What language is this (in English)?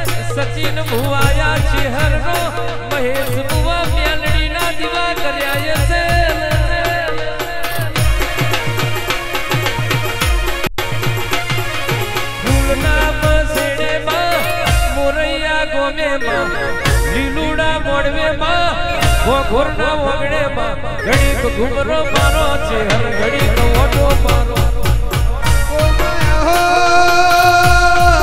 Gujarati